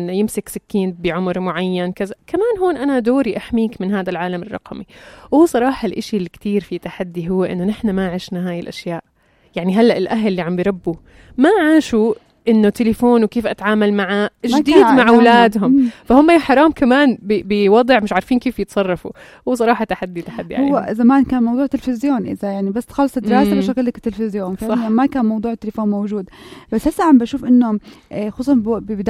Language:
North Levantine Arabic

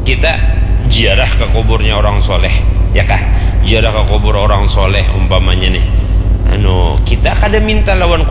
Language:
Banjar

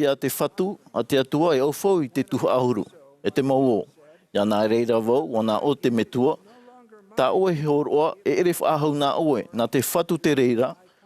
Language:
Tahitian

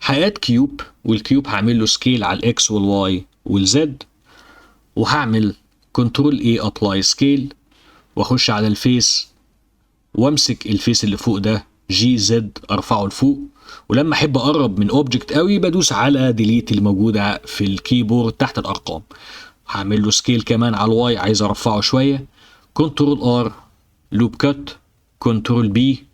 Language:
Egyptian Arabic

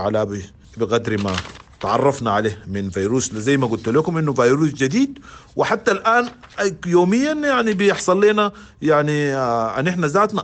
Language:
Sudanese Arabic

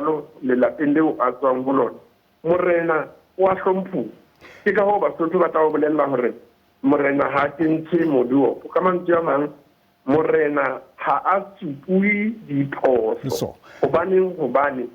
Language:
Southern Sotho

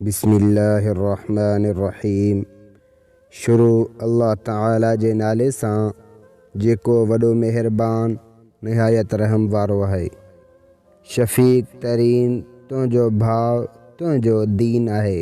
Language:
Sindhi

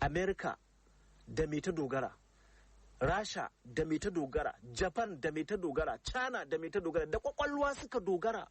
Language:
Hausa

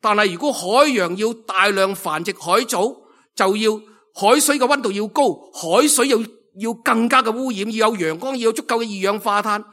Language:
Cantonese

